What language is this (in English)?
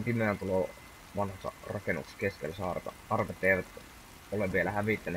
Finnish